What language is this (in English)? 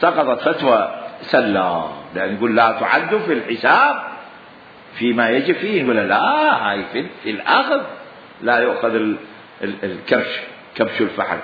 Mesopotamian Arabic